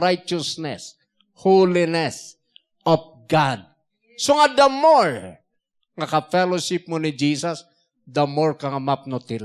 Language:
Iloko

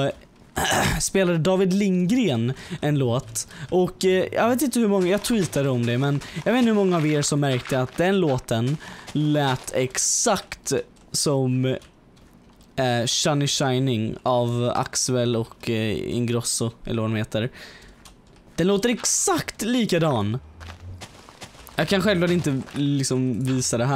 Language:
Swedish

